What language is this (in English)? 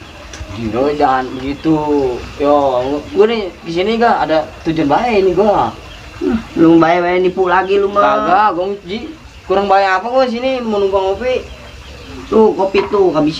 Betawi